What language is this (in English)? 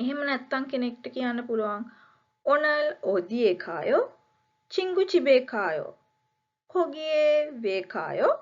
Sinhala